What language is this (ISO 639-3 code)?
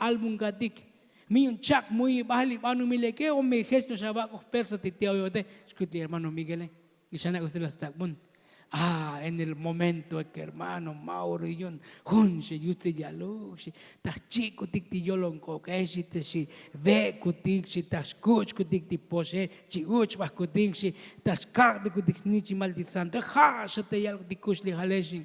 tzo